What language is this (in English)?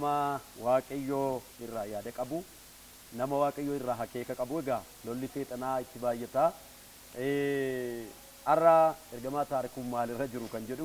Oromo